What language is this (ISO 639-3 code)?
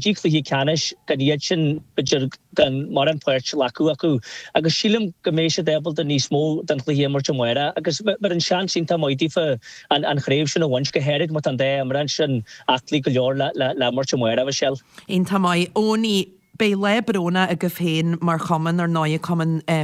gle